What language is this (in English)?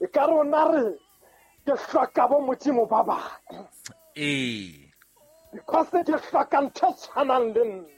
Southern Sotho